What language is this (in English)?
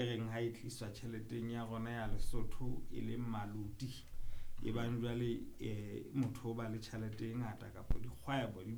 Southern Sotho